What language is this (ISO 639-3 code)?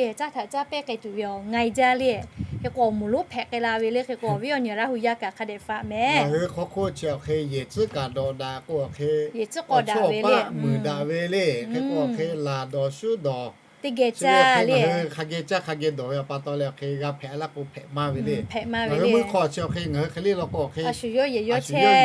lhu